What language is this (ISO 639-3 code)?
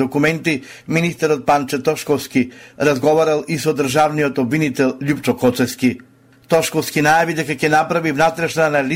mkd